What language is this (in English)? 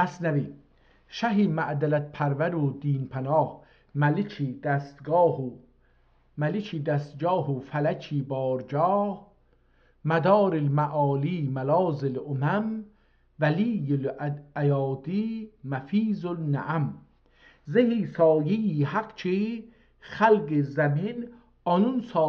South Azerbaijani